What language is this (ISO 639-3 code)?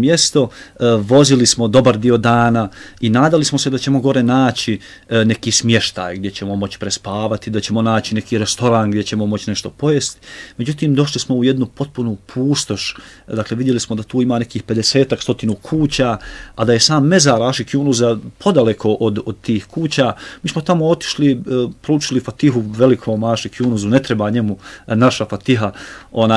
bos